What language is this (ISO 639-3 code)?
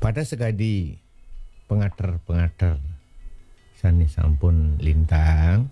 ban